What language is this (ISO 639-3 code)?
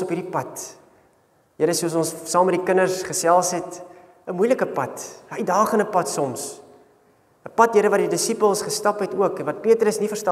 afr